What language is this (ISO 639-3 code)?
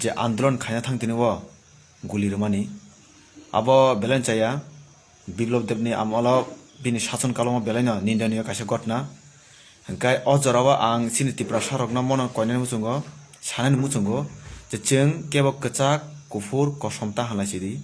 trp